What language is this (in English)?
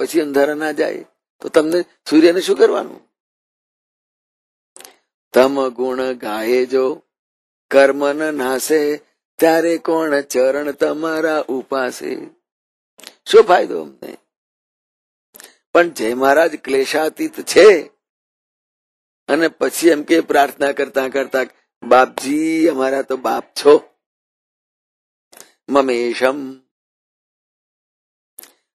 Gujarati